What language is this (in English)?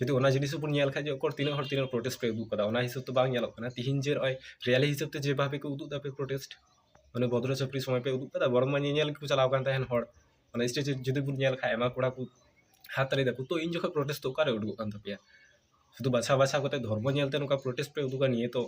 Santali